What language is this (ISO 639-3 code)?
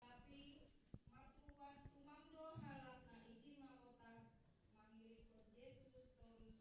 bts